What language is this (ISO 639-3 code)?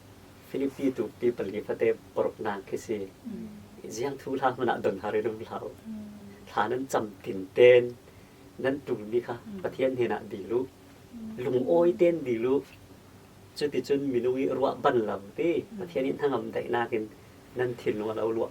cfm